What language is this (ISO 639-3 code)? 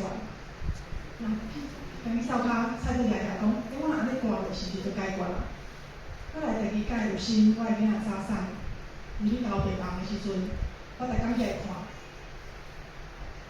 nan